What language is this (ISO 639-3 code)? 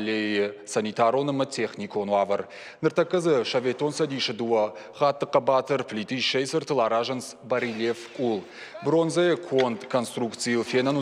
oss